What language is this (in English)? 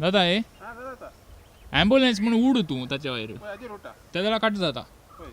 Konkani